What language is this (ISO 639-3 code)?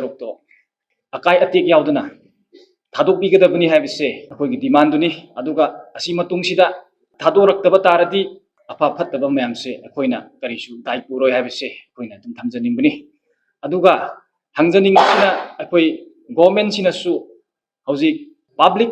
mni